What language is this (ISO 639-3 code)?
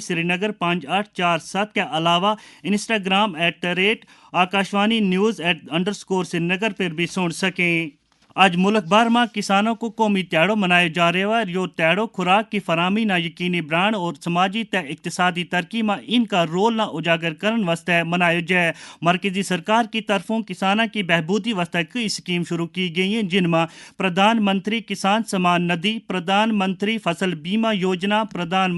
gju